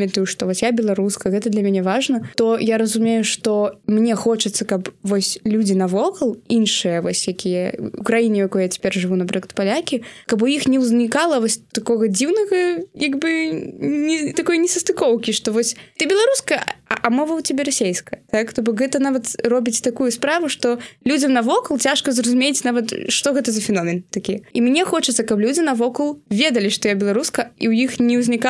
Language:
Belarusian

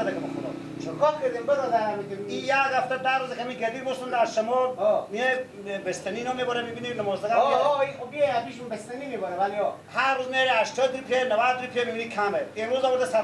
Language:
Persian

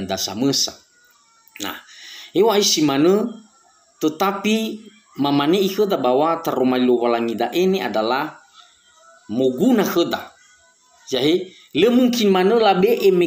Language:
Nias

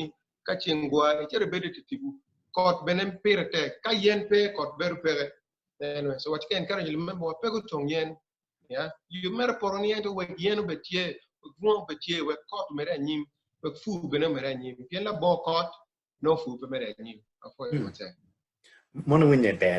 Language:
Acoli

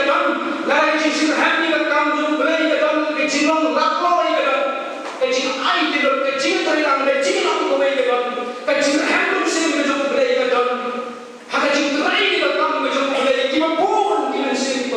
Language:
Khasi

